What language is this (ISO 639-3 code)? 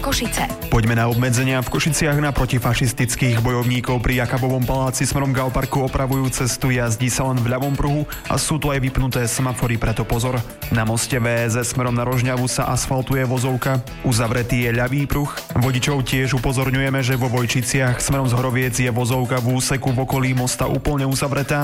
slk